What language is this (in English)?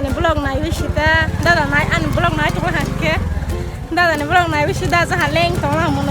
Kok Borok